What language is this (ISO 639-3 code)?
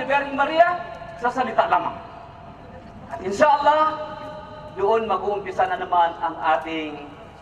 fil